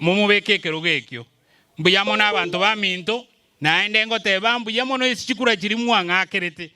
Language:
Gusii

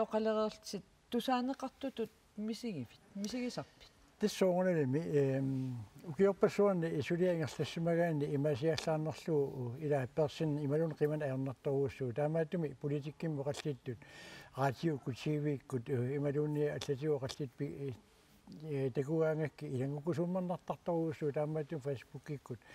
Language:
Kalaallisut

